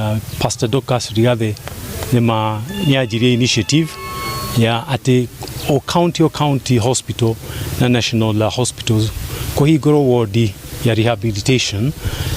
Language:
Kikuyu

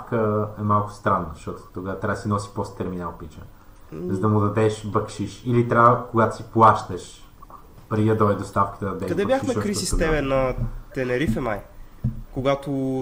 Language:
Bulgarian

